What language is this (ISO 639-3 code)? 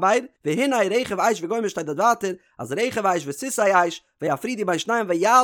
yid